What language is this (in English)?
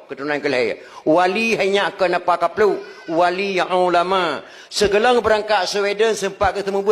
Achinese